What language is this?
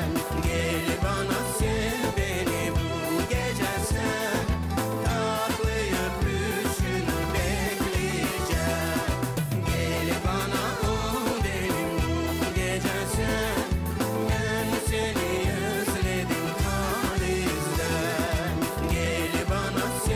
Gagauz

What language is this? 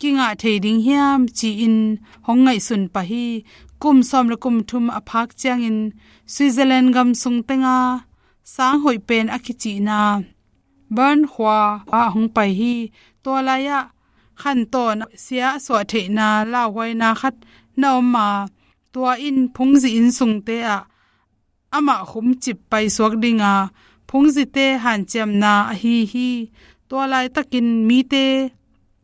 Tedim Chin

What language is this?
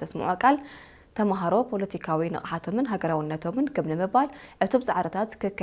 Tigrinya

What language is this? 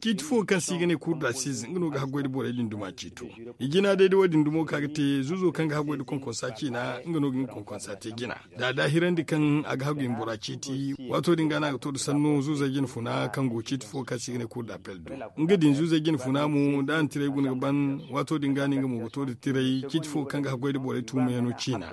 Zarma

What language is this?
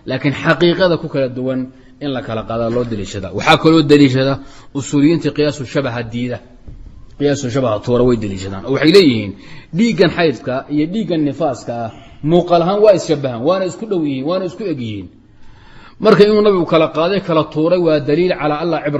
Somali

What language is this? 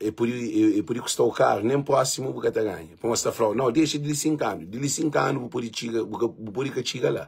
Kabuverdianu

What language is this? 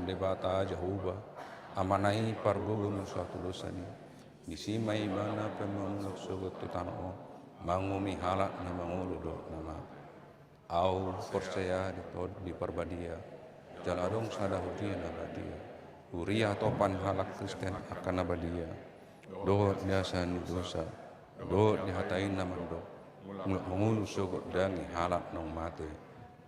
Batak Toba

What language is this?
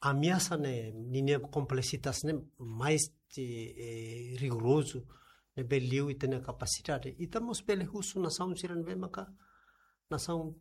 Tetum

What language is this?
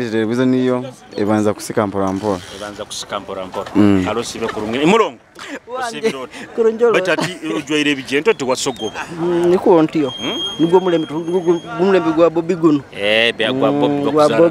Nyoro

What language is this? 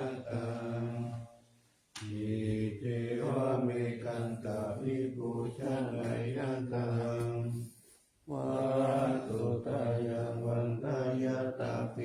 Pali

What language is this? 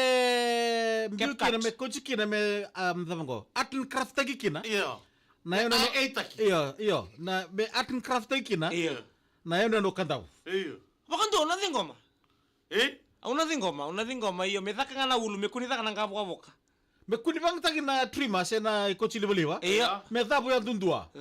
Fijian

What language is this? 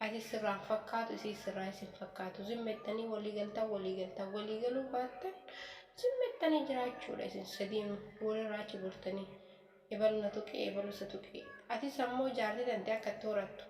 Oromo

